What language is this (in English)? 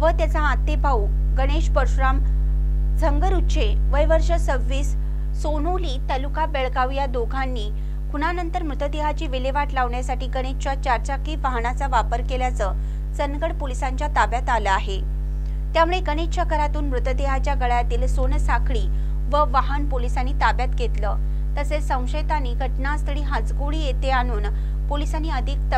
Marathi